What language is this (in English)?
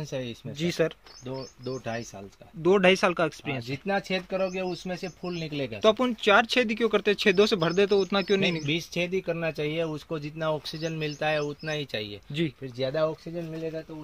Hindi